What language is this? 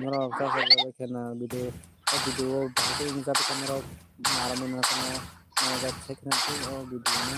Kok Borok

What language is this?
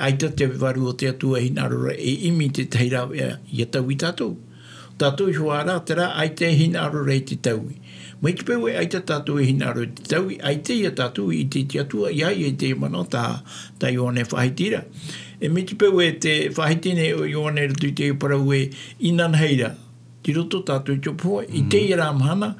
Tahitian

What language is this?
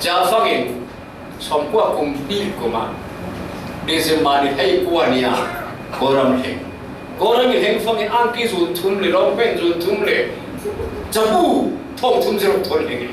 Falam Chin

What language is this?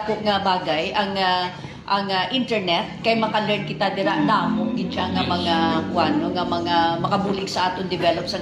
Hiligaynon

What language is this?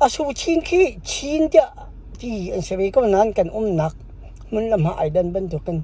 Hakha Chin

